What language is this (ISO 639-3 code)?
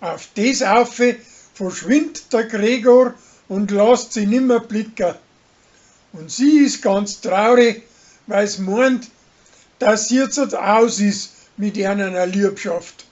bar